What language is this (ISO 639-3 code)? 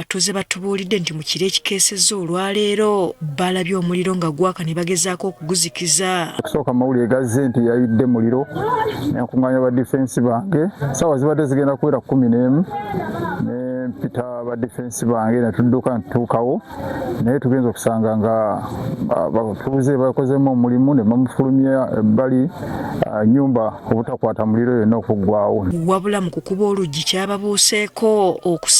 lug